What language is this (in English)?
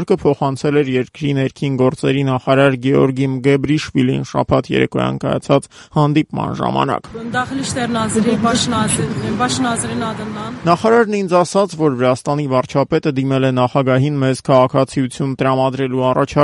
Armenian